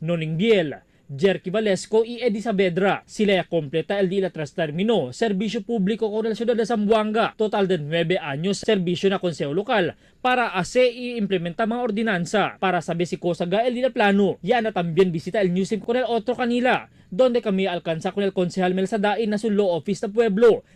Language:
Chavacano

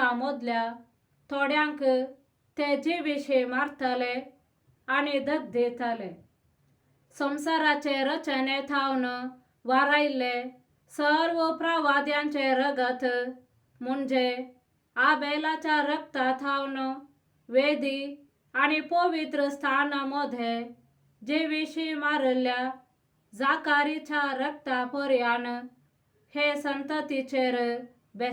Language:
Konkani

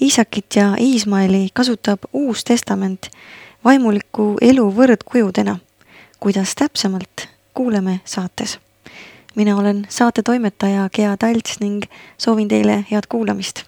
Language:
Estonian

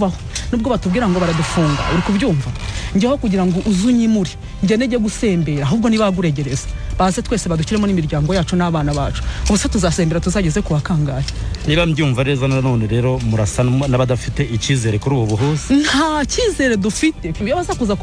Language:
Kinyarwanda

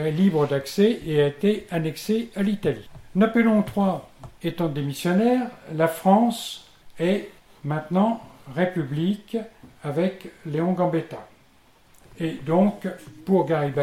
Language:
French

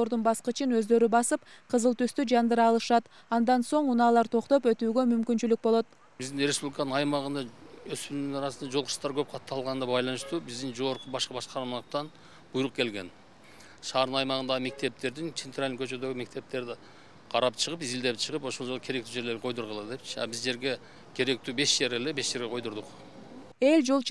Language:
Kyrgyz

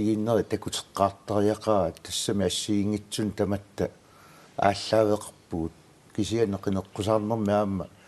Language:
Kalaallisut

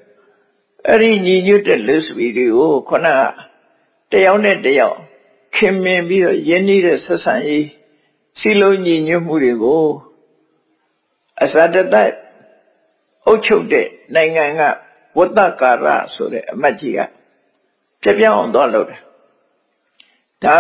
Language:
Burmese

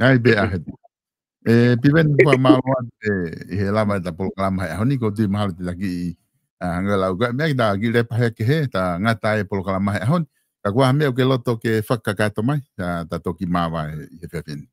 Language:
Tongan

